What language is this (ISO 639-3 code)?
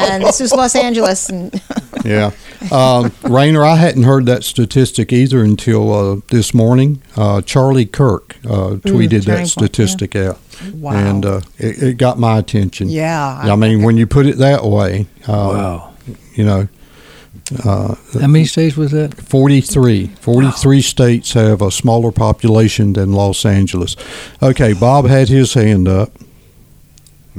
eng